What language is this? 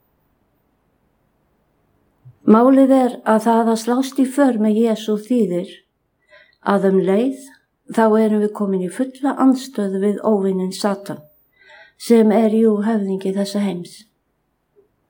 Icelandic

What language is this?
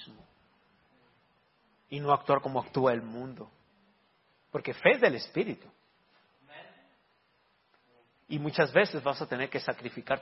Spanish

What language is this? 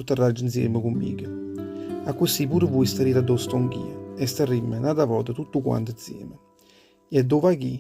Neapolitan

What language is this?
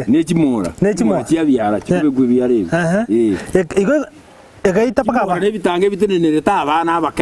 Gusii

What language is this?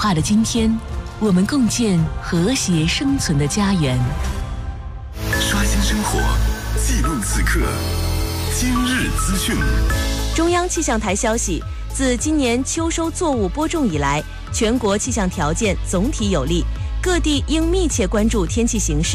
Chinese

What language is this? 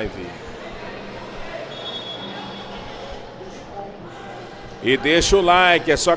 Portuguese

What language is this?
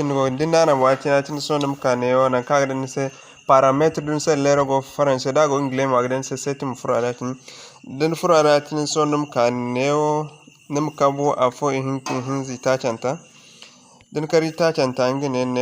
Zarma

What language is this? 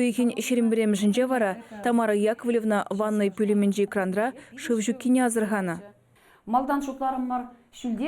Chuvash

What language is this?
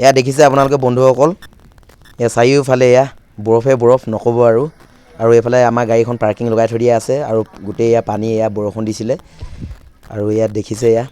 Assamese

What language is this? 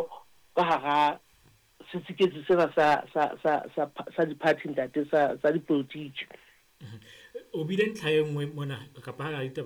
Southern Sotho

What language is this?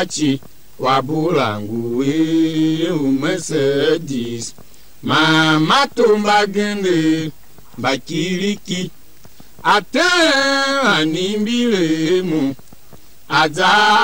Tiv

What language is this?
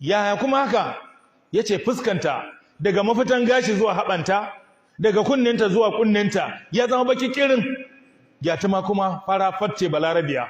Hausa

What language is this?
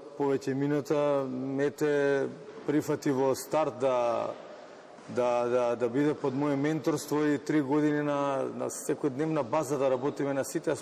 Macedonian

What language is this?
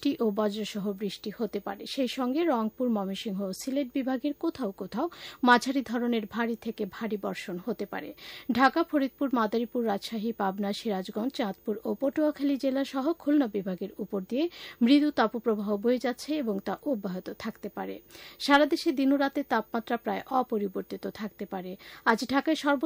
Bangla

